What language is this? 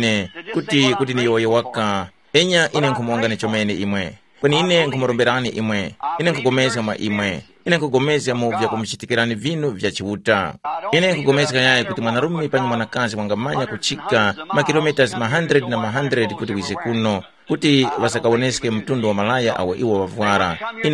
Tumbuka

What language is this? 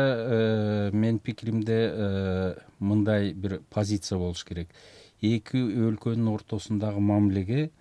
Kyrgyz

